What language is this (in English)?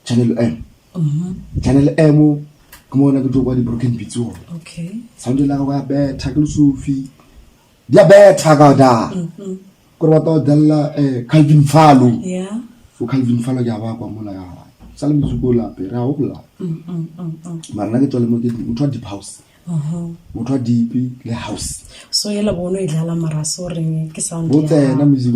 Northern Sotho